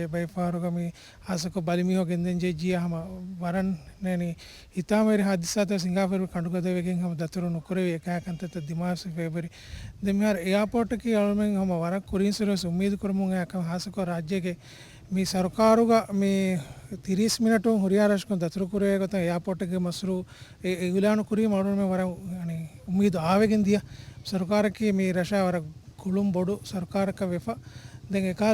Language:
Divehi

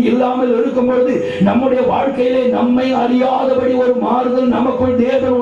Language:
Tamil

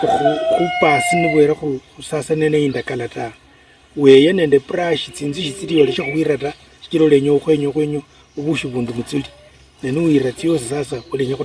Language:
Luyia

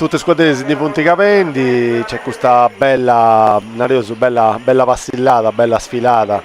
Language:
Sardinian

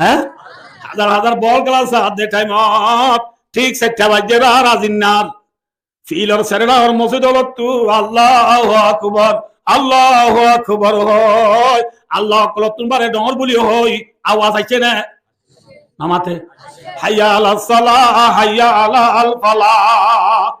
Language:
Rohingya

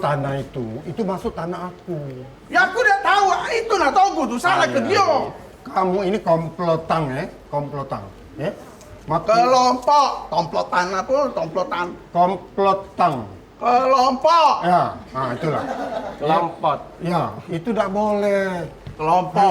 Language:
Musi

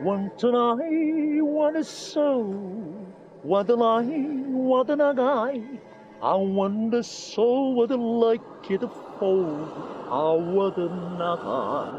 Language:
Neapolitan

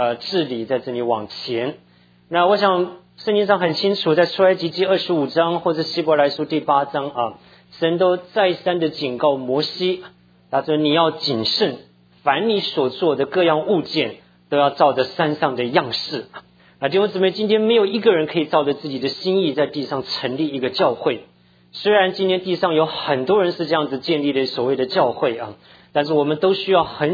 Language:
Chinese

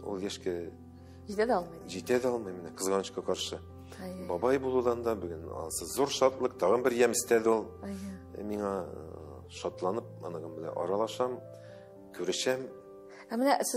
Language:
Tatar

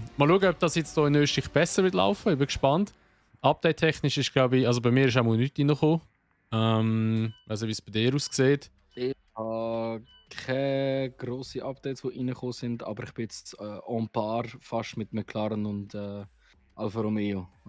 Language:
Swiss German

